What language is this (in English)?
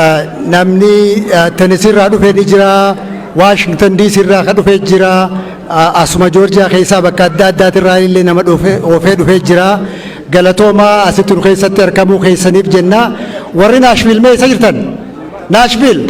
Oromo